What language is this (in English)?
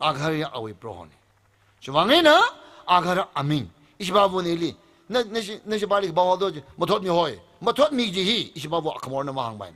Tangkhul Naga (India)